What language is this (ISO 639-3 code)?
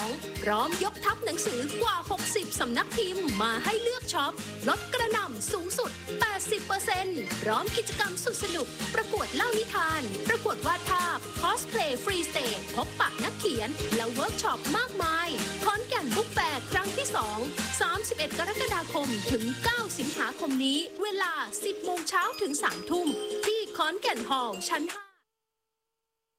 tha